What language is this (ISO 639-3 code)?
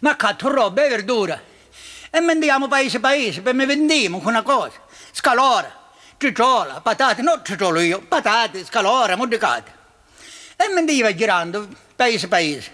scn